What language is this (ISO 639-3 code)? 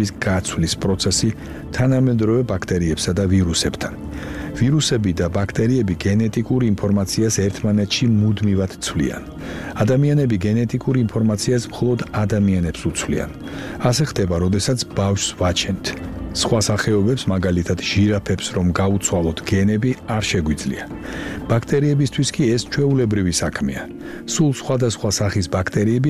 kat